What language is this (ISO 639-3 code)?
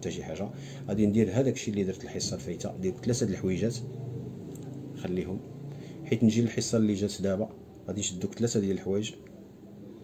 ary